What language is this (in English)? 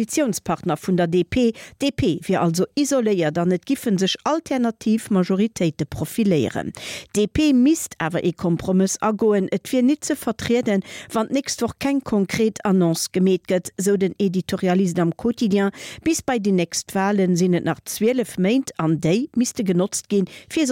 Luxembourgish